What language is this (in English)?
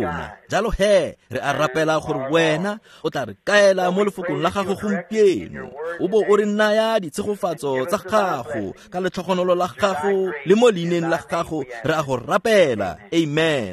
Tswana